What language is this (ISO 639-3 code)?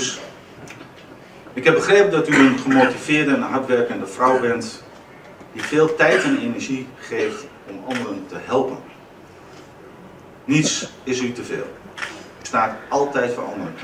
nld